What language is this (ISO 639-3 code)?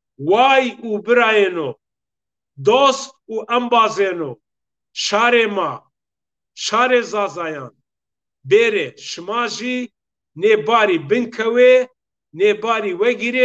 zza